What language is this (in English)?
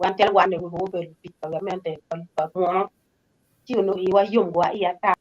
Acoli